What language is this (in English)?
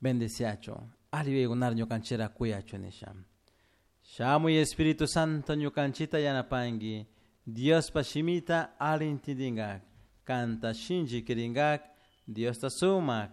Chimborazo Highland Quichua